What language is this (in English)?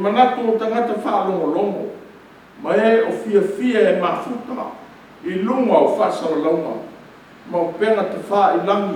Samoan